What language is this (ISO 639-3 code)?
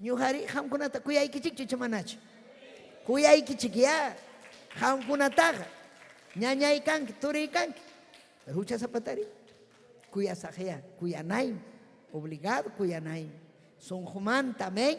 quy